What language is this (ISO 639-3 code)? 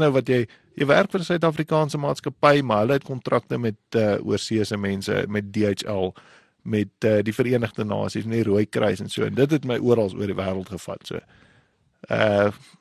afr